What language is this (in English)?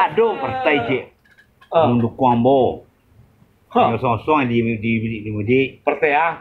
Minangkabau